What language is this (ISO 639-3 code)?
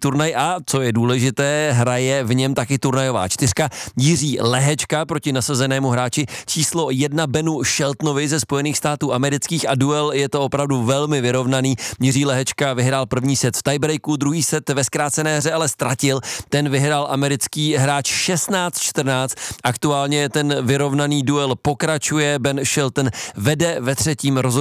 ces